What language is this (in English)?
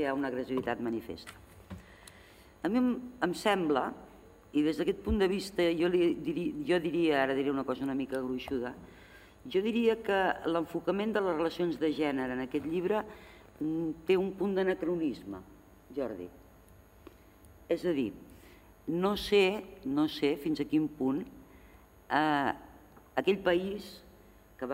Catalan